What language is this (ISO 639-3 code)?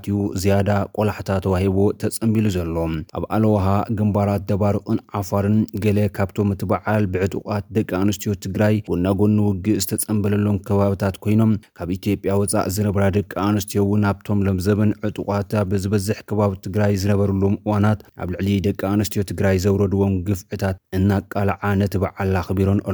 tir